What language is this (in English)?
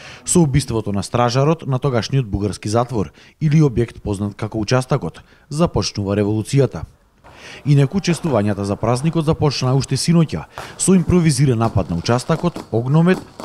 Macedonian